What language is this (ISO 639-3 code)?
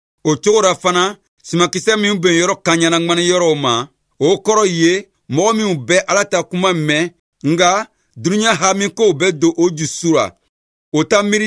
bam